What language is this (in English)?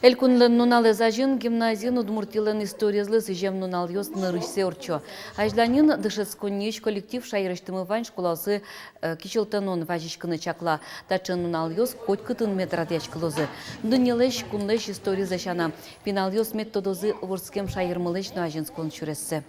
Udmurt